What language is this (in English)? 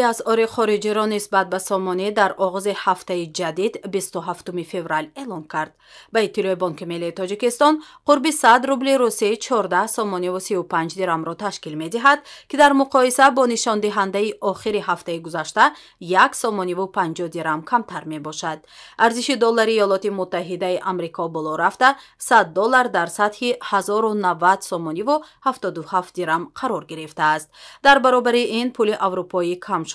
Tajik